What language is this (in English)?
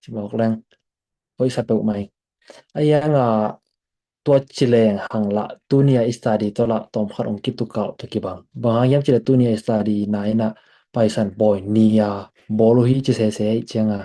Tedim Chin